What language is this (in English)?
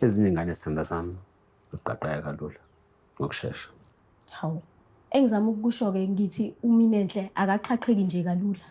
Zulu